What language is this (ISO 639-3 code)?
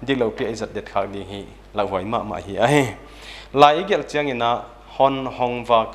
pck